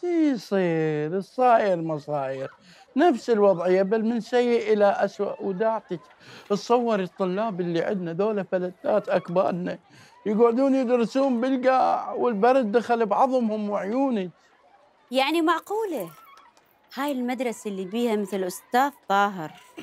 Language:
Mesopotamian Arabic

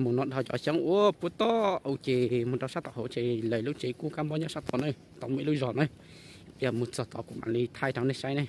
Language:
Hmong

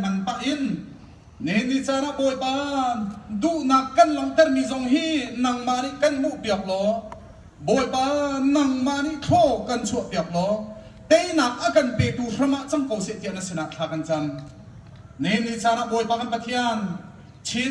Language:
Hakha Chin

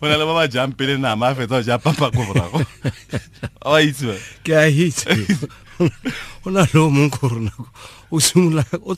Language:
Tswana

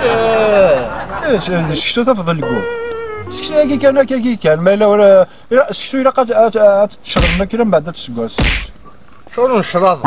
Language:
Kabyle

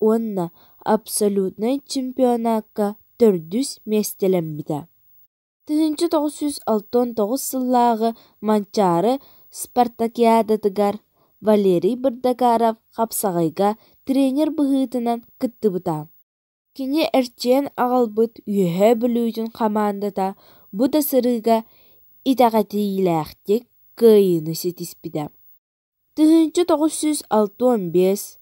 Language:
Yakut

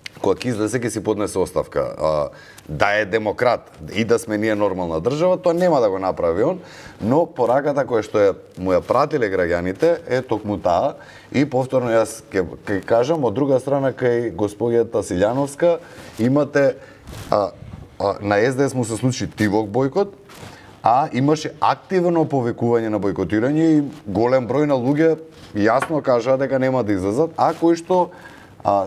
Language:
Macedonian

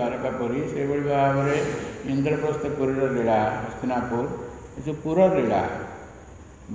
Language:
Odia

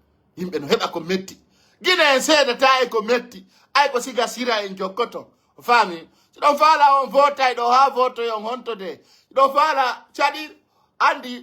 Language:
Pular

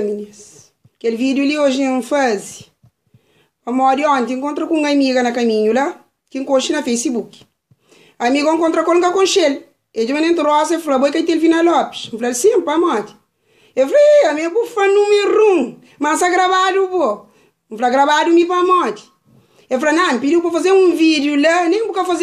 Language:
Kabuverdianu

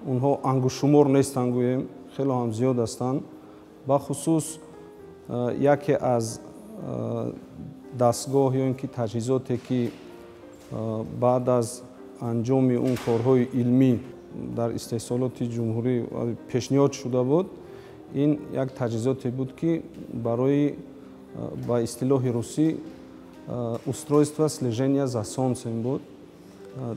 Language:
Tajik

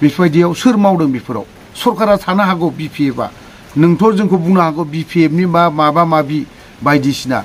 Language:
Bodo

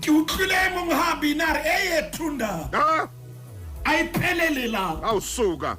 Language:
Southern Sotho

